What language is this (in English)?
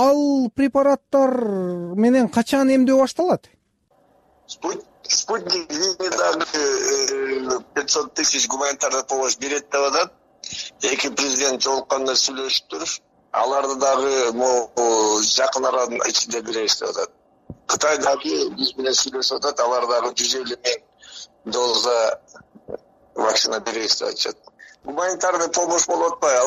Kyrgyz